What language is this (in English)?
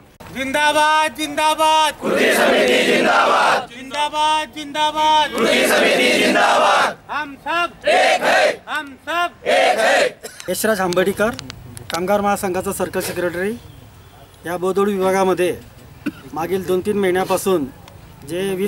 Marathi